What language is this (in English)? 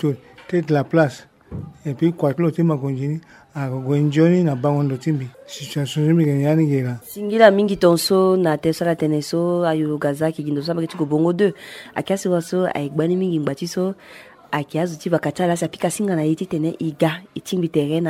Sango